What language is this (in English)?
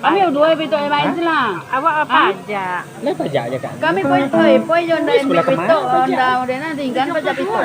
Minangkabau